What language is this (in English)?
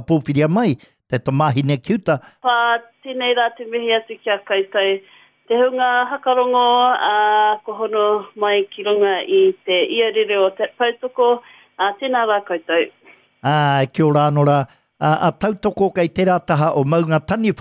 Māori